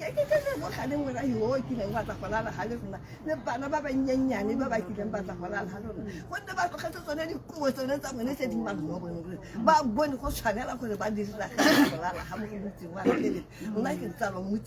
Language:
Tswana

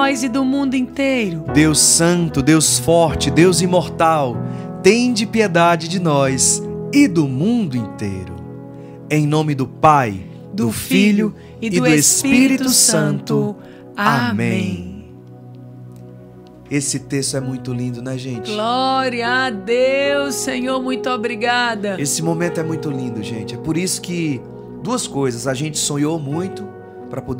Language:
Portuguese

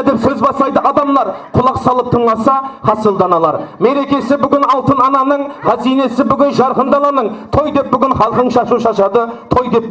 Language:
Kara-Kalpak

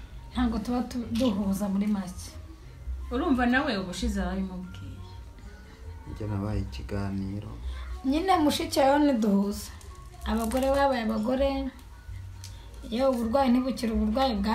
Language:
Kinyarwanda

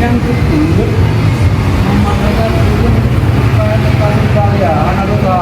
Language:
Achinese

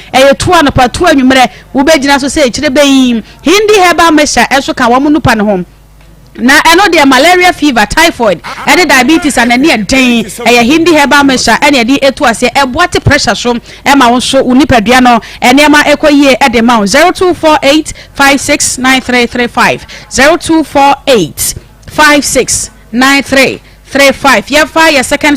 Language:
Akan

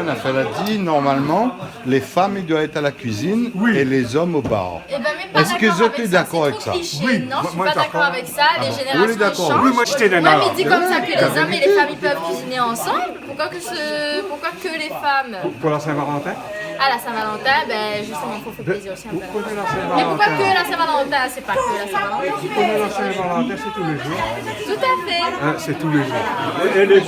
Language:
Réunion Creole French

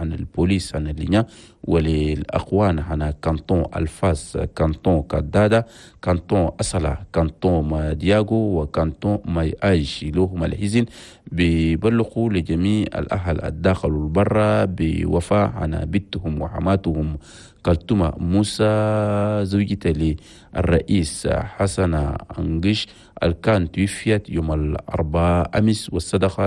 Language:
Chadian Arabic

